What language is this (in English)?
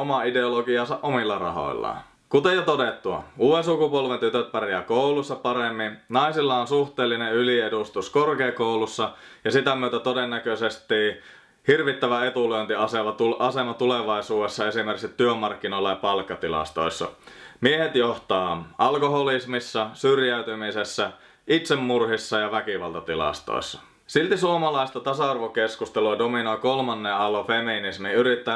Finnish